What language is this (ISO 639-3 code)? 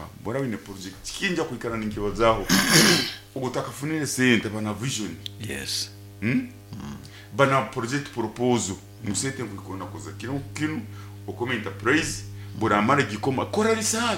nyo